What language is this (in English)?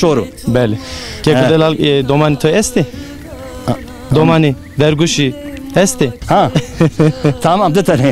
Zaza